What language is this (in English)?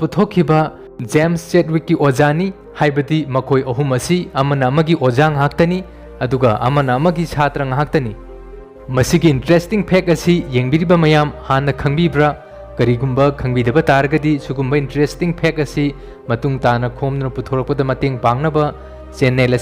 Manipuri